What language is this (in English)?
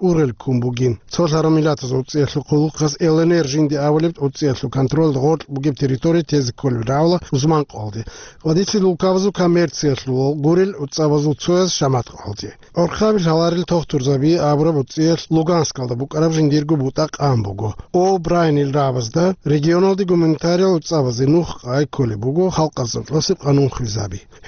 Avaric